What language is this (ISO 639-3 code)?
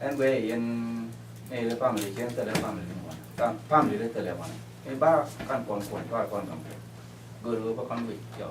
nus